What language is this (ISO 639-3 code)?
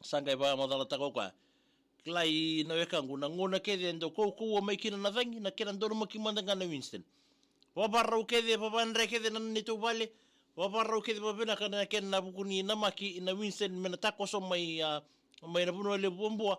fij